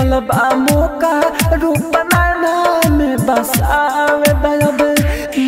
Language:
Bhojpuri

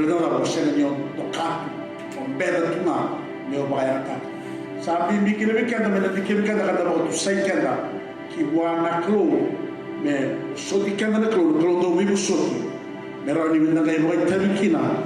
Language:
Fijian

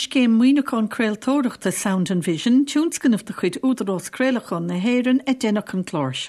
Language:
Irish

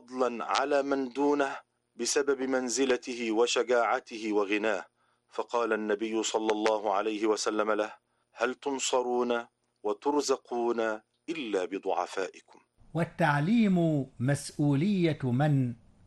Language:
Arabic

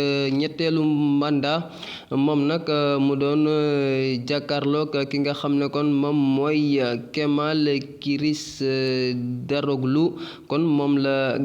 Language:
Wolof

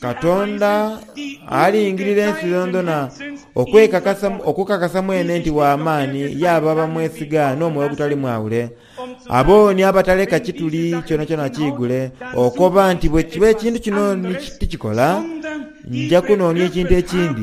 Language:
Soga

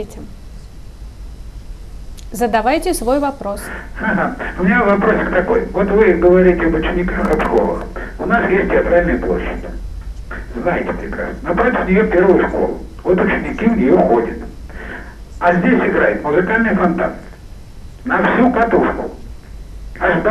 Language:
Russian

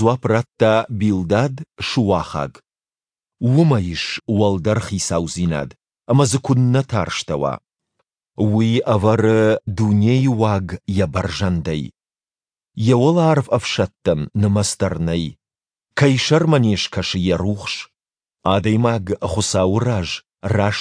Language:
Ossetic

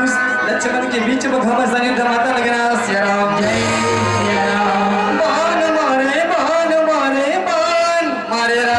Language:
Chhattisgarhi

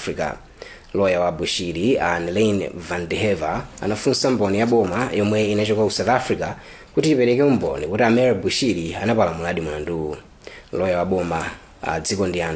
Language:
Nyanja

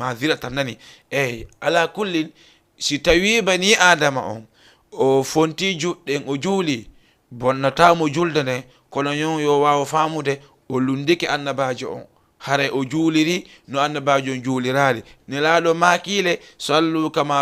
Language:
Fula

